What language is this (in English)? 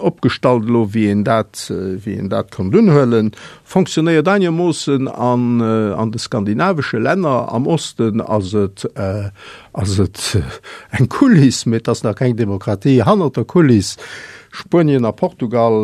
Luxembourgish